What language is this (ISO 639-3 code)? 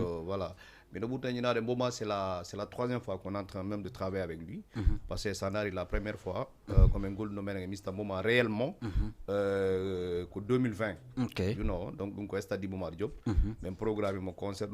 ful